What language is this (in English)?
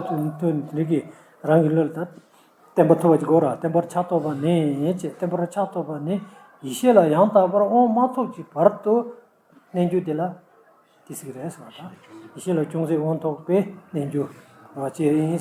Tibetan